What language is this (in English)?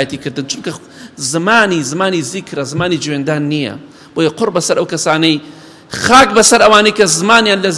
Central Kurdish